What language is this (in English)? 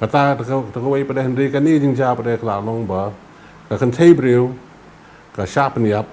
Khasi